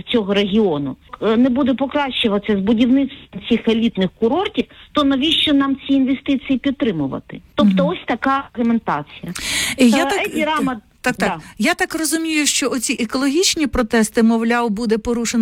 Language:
Ukrainian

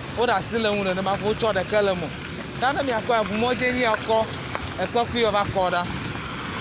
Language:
Ewe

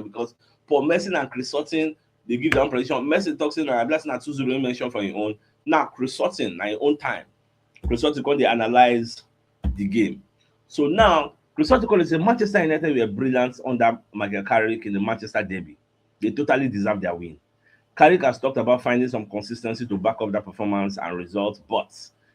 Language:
Nigerian Pidgin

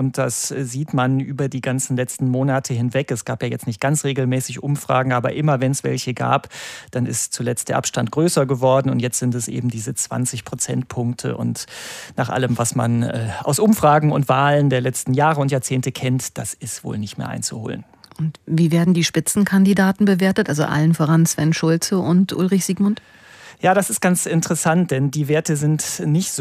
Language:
German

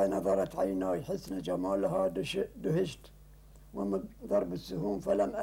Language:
Gulf Arabic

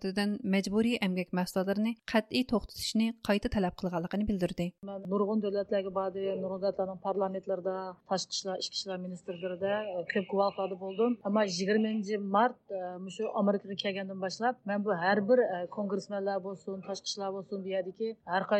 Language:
Uyghur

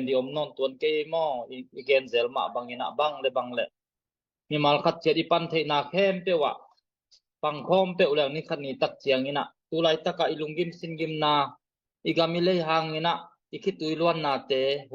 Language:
Tedim Chin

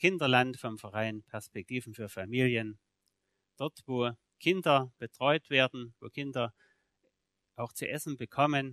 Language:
German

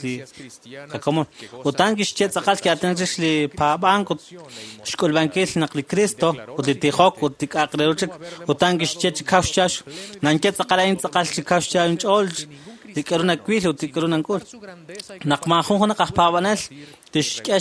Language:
Kekchí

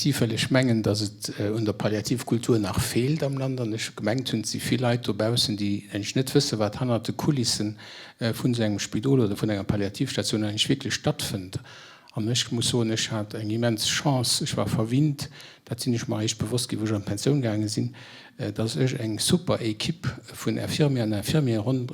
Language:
Luxembourgish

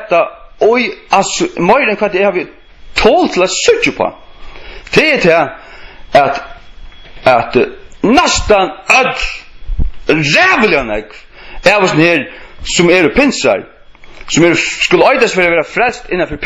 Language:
Faroese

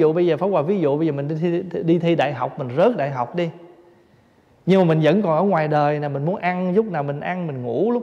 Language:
Vietnamese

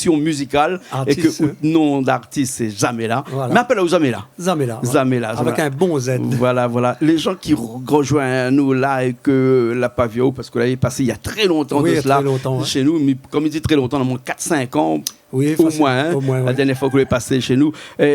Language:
Réunion Creole French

